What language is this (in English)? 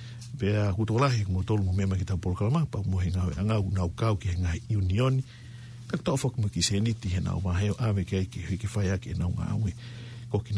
Tongan